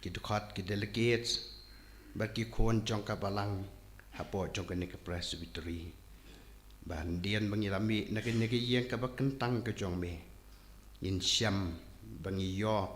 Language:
Khasi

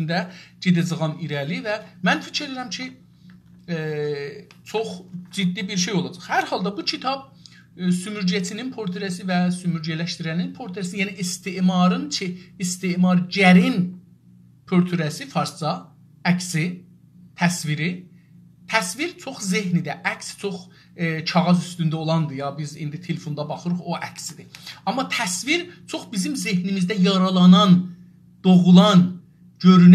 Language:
South Azerbaijani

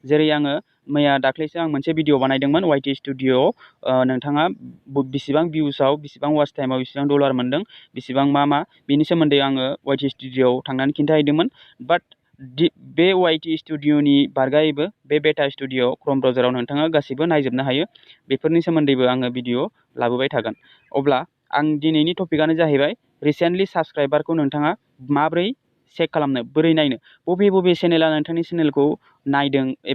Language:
Bodo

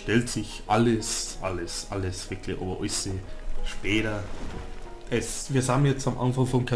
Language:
Bavarian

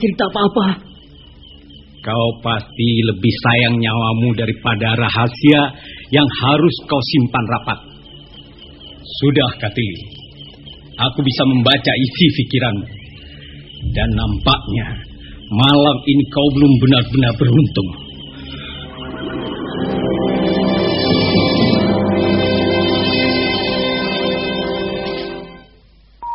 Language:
Indonesian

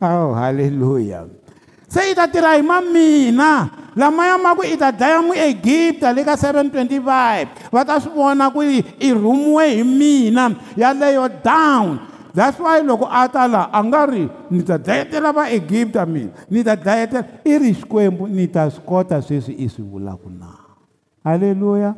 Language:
Tsonga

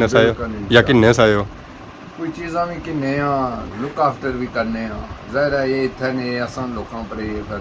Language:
Pahari-Potwari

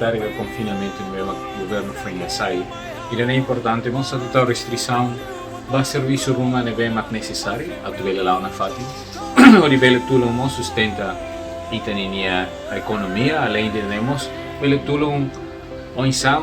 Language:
Tetum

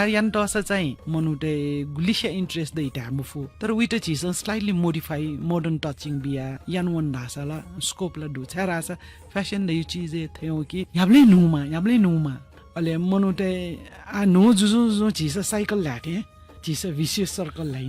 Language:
Newari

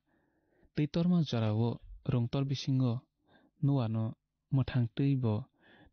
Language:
Kok Borok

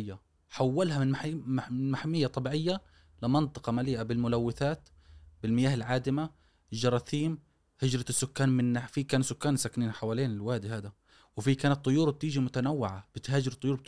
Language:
Gulf Arabic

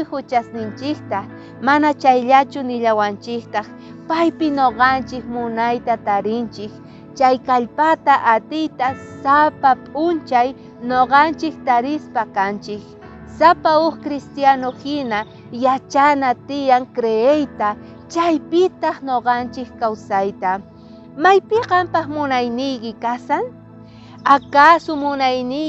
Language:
South Bolivian Quechua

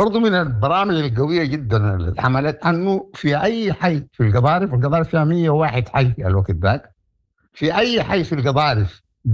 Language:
Sudanese Arabic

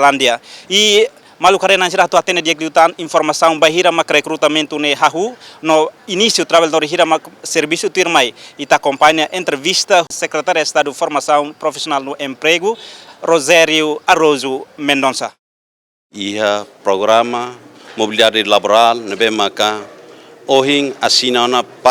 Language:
Tetum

